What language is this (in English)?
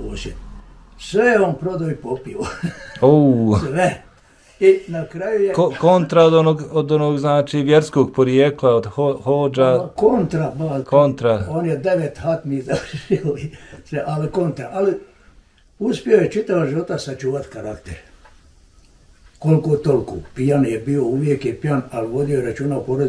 Bosnian